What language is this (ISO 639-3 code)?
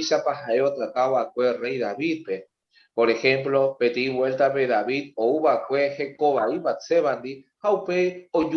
grn